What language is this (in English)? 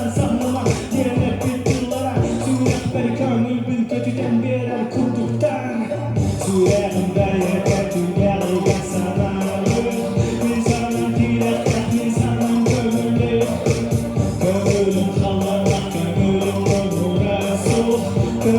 Yakut